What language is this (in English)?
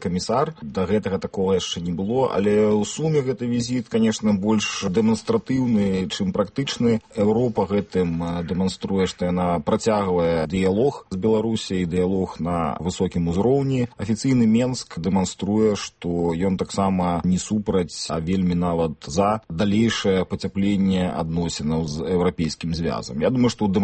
Belarusian